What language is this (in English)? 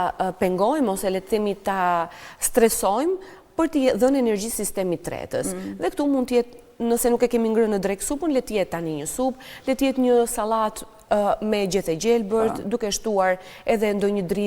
Albanian